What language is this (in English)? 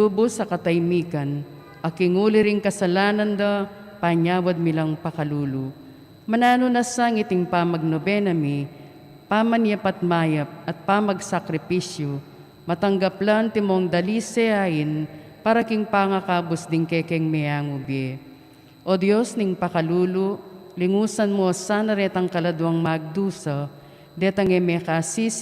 Pampanga